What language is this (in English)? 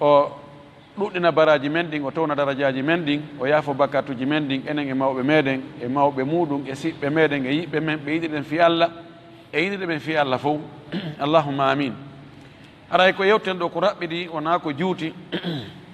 Fula